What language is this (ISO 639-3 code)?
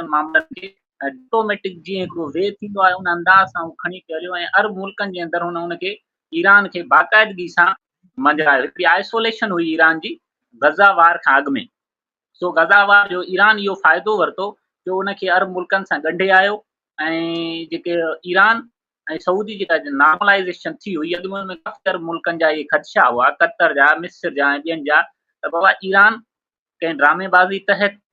snd